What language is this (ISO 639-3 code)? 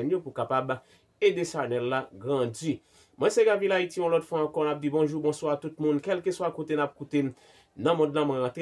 hat